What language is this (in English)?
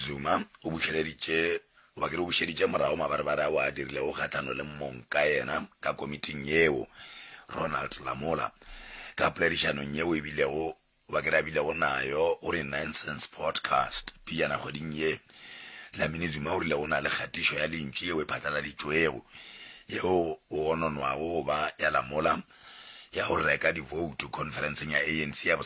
Northern Sotho